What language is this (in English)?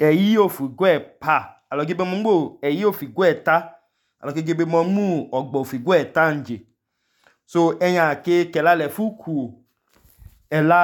Idoma